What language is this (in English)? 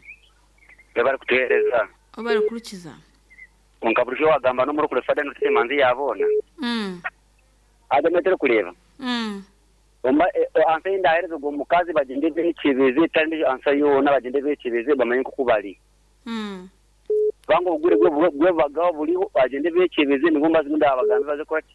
Nyankole